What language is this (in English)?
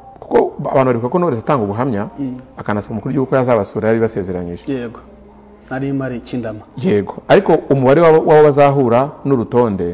Kinyarwanda